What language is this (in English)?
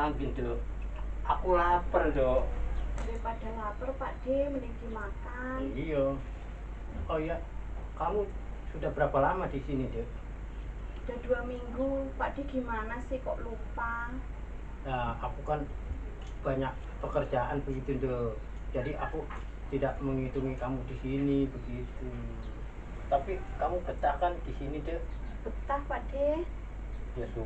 Betawi